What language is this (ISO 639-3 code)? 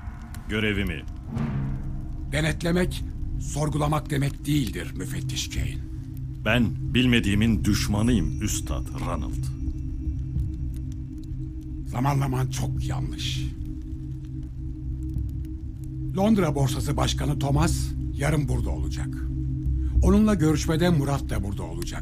tur